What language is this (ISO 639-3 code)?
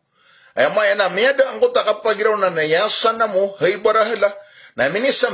mrw